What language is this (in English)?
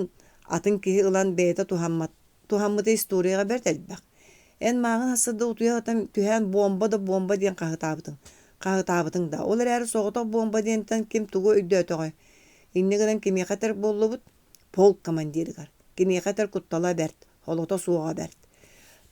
Yakut